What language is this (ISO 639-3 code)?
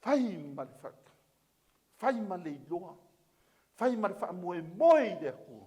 smo